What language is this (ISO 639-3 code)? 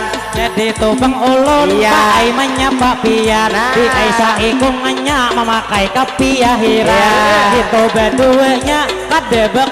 bjn